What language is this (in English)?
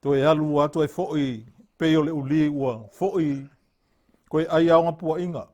Samoan